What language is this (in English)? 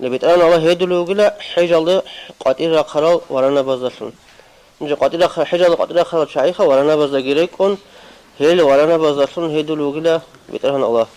Avaric